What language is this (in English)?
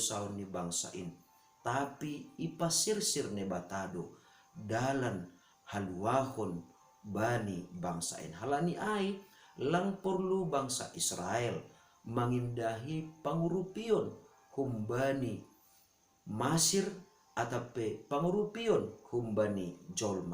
Batak Simalungun